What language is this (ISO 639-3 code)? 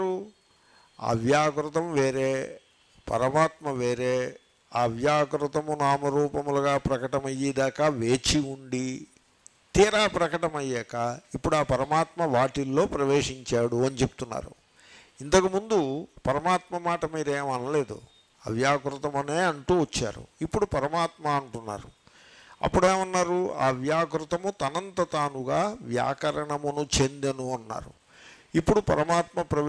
tel